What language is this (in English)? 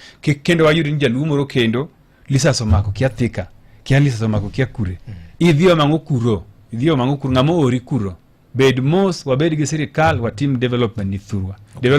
Luo (Kenya and Tanzania)